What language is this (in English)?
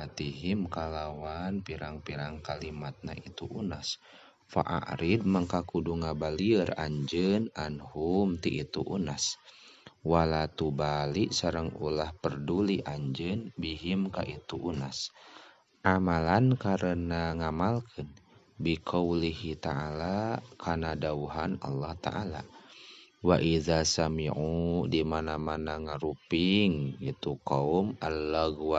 Sundanese